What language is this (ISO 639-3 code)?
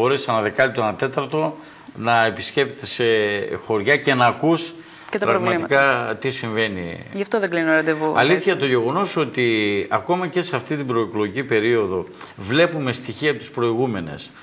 ell